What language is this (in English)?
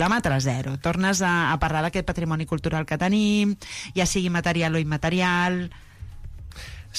Catalan